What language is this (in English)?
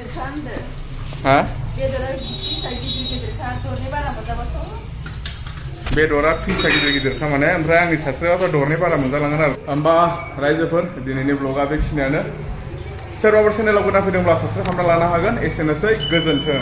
Bodo